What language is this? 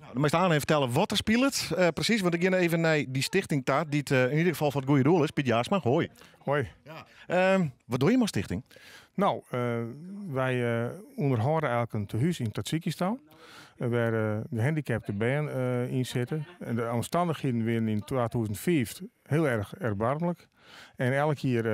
Western Frisian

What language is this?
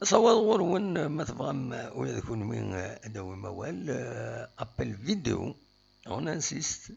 Kabyle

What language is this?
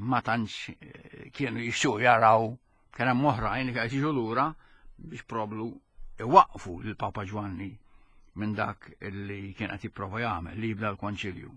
Maltese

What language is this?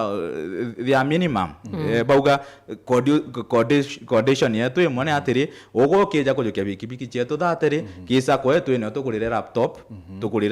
Meru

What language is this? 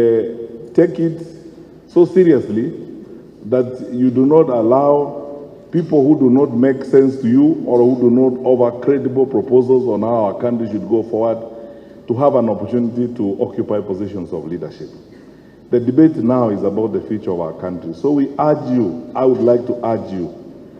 Luo (Kenya and Tanzania)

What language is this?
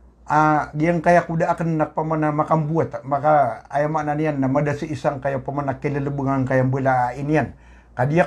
Maranao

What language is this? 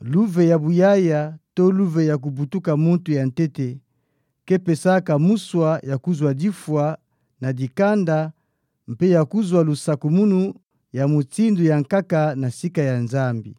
Kituba (Democratic Republic of Congo)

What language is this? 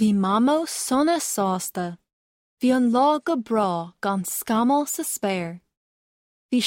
Irish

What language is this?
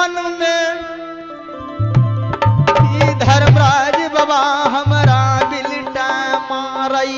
Maithili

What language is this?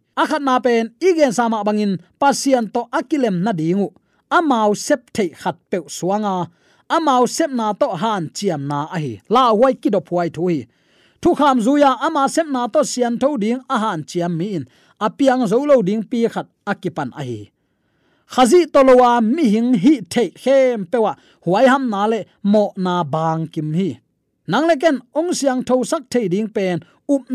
Tedim Chin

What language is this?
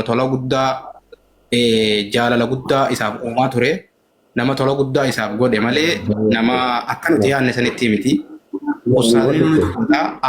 Oromo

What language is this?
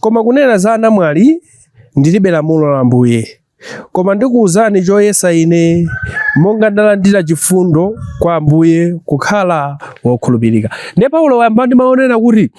Nyanja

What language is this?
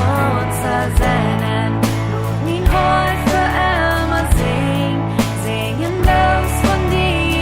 Plautdietsch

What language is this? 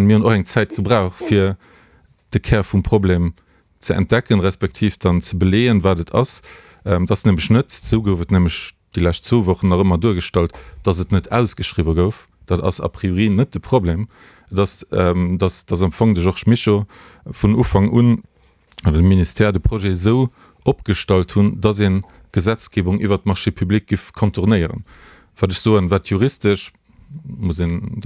Luxembourgish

